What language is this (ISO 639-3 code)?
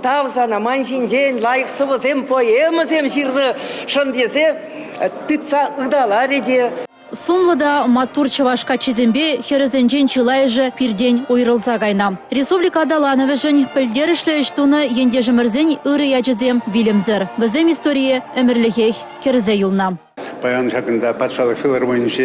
chv